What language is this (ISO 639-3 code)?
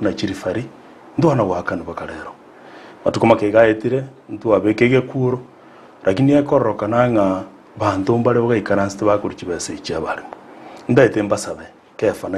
guz